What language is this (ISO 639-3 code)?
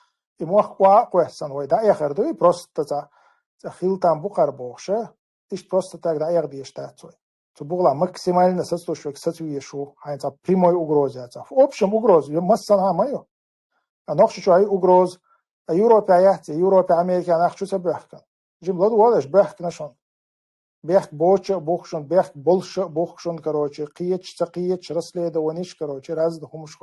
che